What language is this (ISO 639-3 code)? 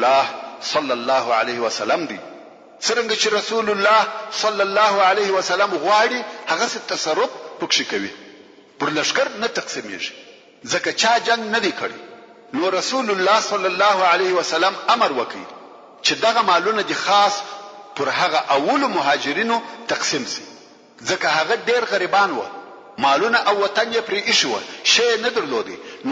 pus